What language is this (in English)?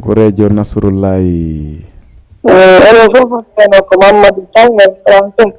Fula